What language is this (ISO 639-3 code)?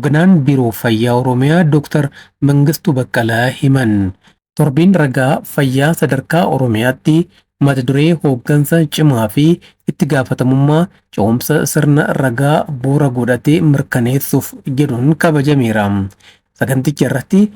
orm